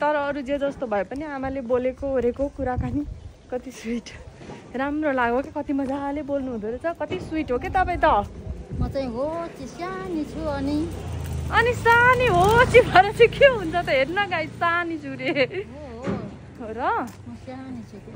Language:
Nepali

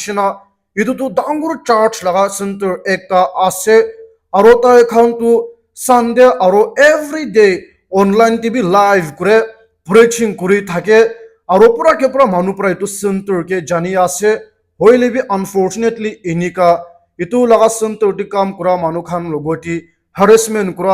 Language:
Naga Pidgin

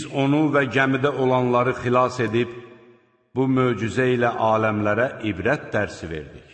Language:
Azerbaijani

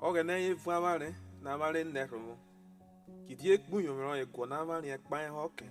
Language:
Urhobo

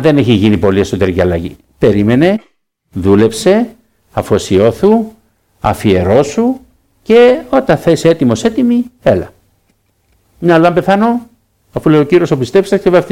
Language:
Greek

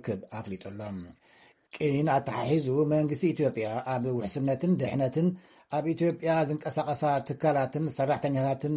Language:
Tigrinya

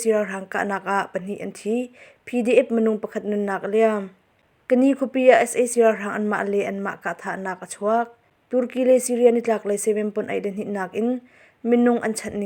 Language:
Hakha Chin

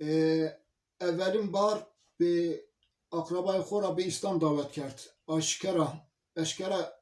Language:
Zaza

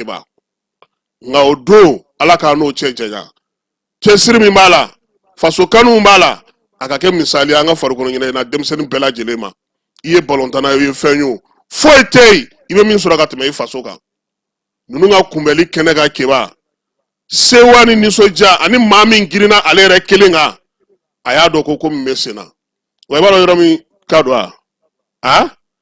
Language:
Bambara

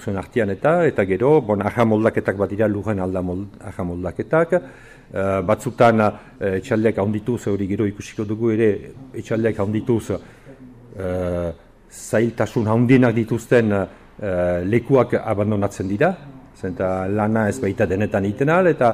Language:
Basque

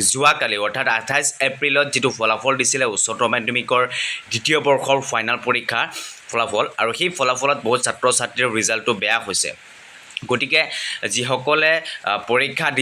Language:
Assamese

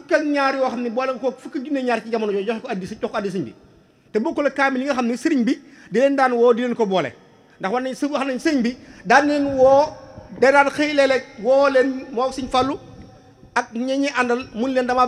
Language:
Wolof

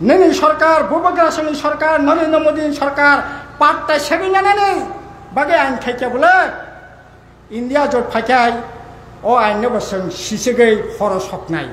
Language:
Kok Borok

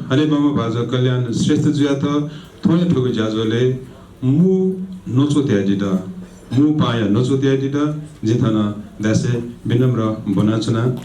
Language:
Newari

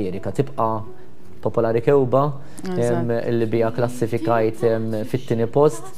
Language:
Maltese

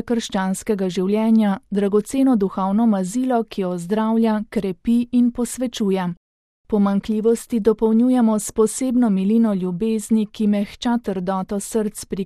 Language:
Slovenian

